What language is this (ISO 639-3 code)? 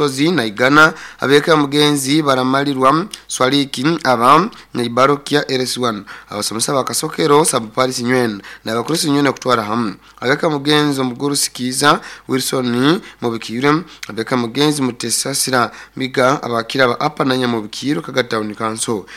nyo